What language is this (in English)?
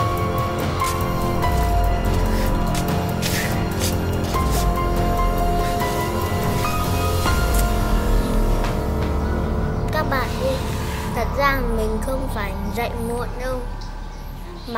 Vietnamese